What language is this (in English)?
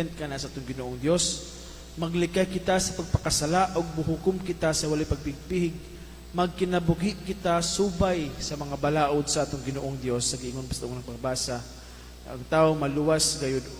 Cebuano